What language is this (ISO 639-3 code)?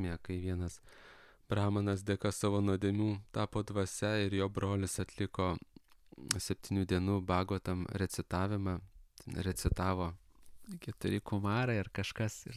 lit